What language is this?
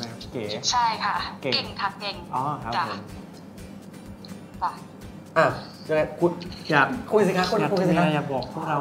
Thai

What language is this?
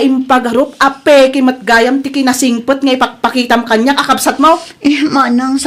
Iloko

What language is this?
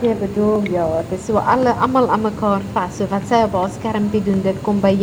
Afrikaans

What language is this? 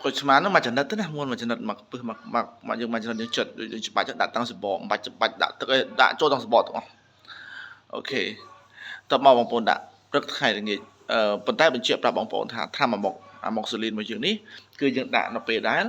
Khmer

